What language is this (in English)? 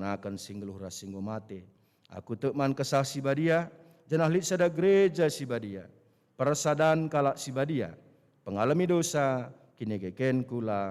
Batak Karo